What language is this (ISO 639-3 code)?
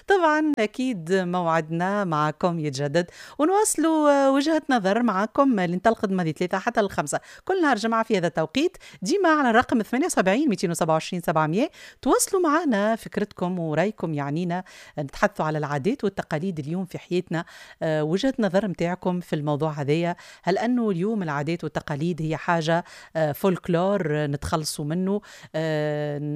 aeb